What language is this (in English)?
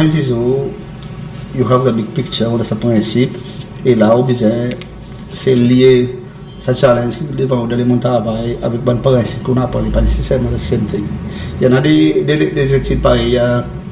Seselwa Creole French